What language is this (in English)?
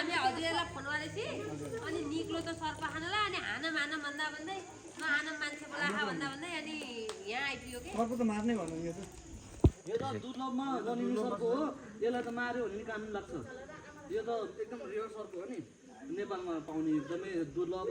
Nepali